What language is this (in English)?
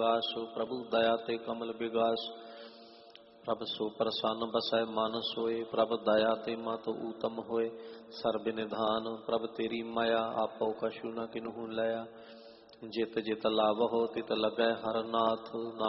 Punjabi